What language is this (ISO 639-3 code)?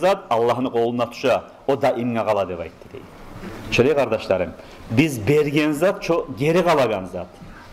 kum